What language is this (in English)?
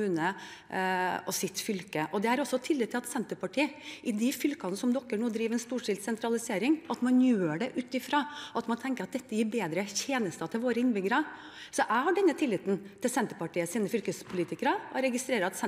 Norwegian